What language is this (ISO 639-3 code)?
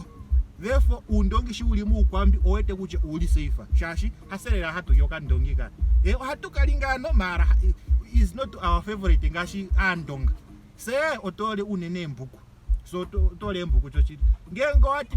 ndo